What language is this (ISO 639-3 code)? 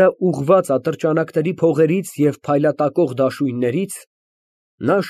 hye